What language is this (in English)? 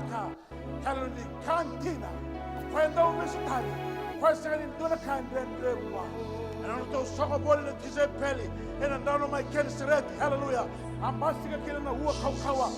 Fijian